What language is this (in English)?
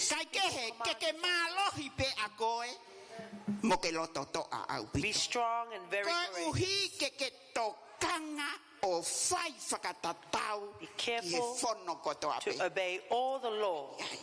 Tongan